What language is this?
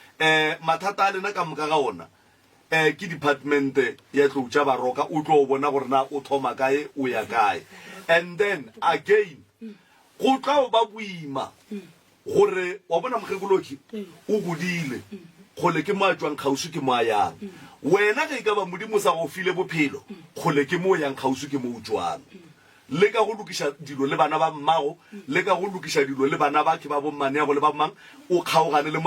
Northern Sotho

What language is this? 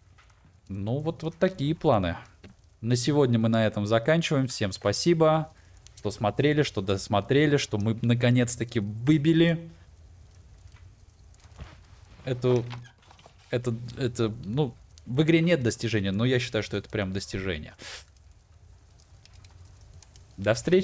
Russian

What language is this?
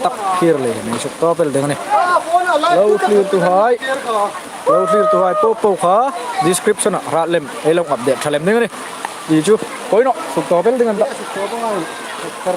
Hmar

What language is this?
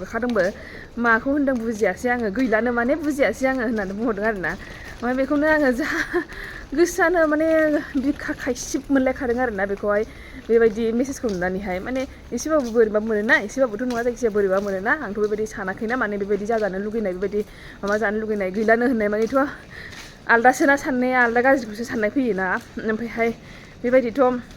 Bodo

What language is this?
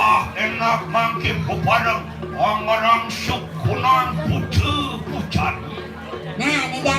Balinese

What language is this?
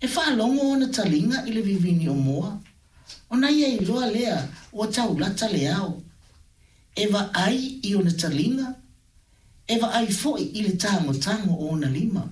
Samoan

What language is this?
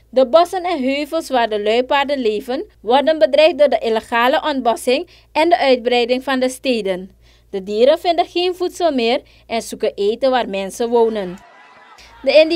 Dutch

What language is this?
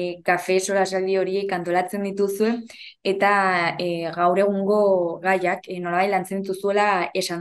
Basque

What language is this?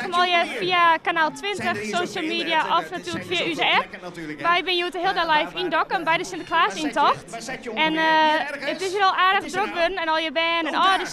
Western Frisian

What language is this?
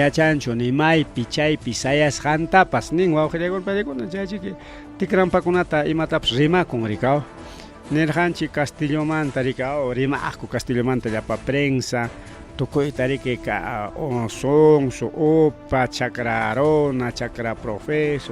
Ayacucho Quechua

